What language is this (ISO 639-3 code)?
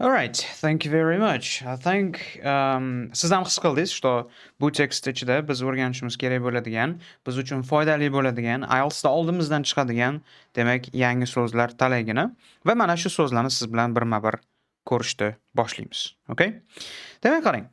uzb